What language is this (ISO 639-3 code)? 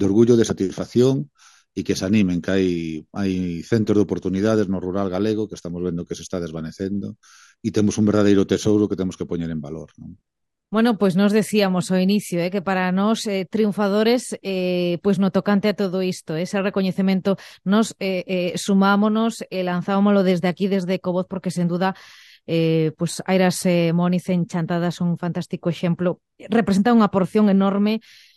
glg